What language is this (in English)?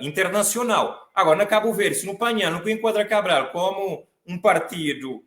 Kabuverdianu